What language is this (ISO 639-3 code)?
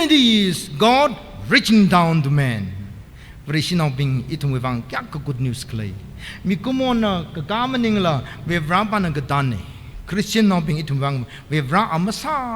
nmf